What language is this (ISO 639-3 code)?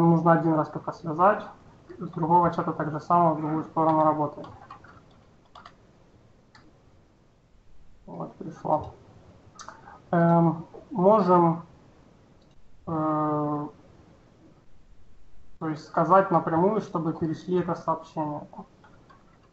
rus